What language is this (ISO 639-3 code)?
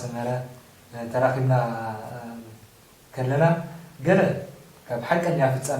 tir